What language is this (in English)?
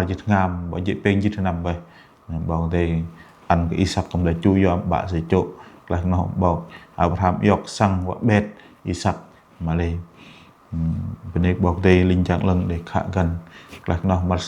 Bahnar